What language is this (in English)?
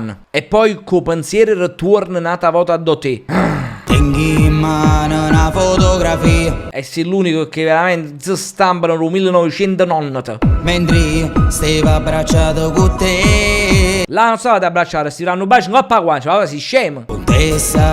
Neapolitan